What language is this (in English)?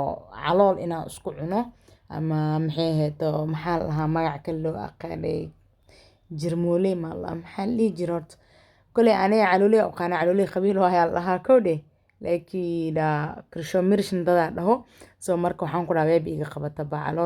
Somali